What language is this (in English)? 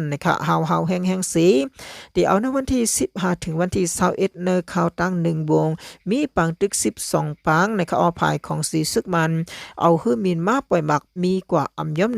Shan